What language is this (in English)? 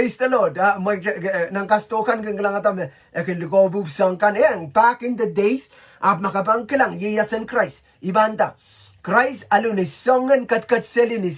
Pohnpeian